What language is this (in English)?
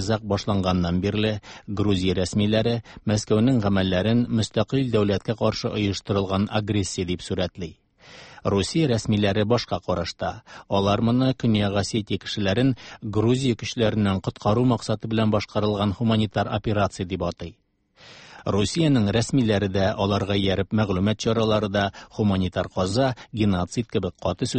Tatar